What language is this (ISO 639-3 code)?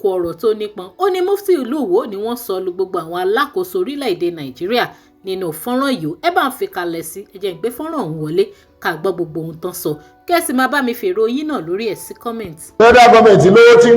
yor